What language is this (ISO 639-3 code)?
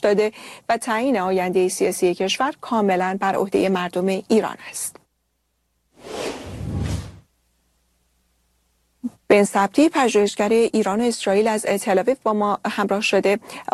fas